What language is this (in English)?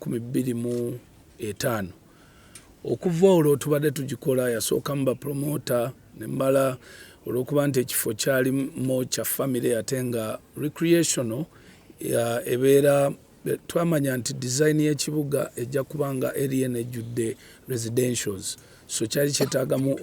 Ganda